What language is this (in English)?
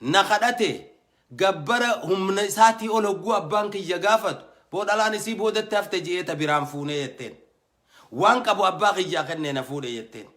Oromo